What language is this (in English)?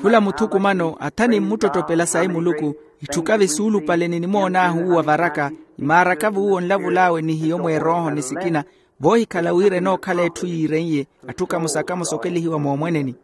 Makhuwa